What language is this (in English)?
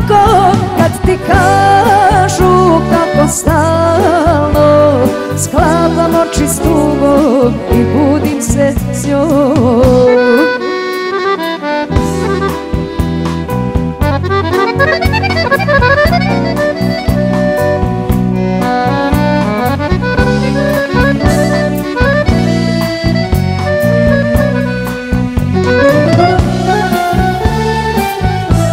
Serbian